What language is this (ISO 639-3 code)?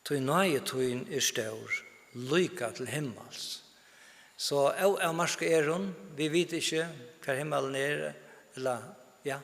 fao